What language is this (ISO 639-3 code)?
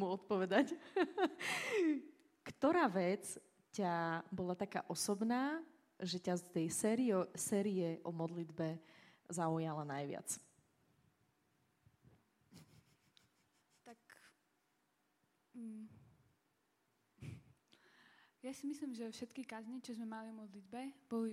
slk